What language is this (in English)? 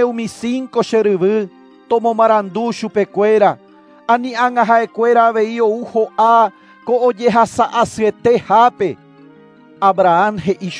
Guarani